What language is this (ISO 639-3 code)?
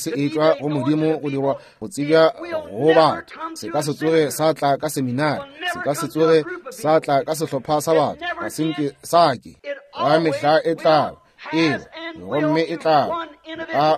nso